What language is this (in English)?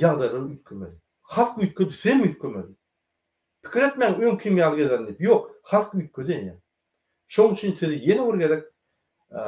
Turkmen